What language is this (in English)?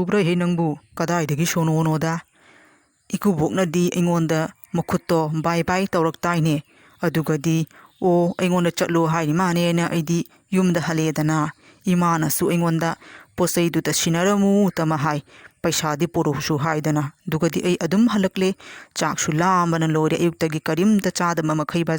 Manipuri